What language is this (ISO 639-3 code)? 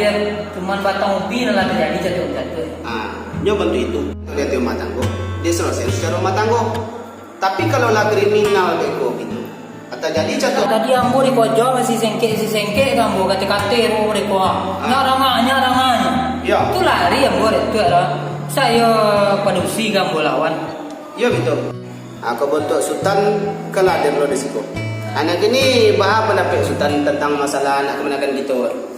min